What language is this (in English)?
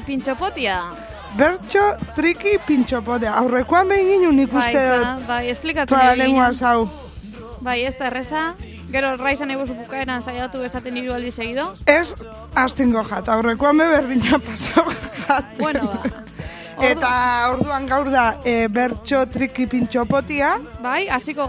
Basque